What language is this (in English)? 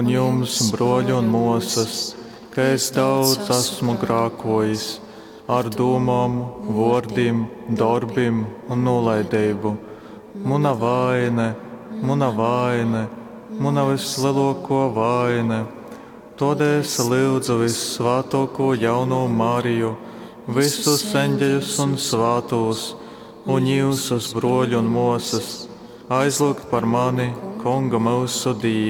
Latgalian